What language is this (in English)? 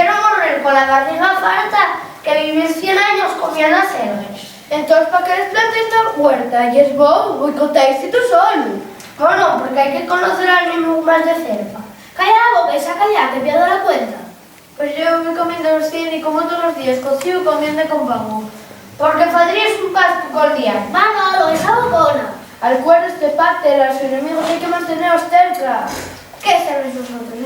Asturian